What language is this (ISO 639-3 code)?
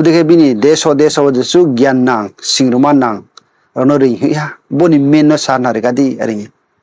ria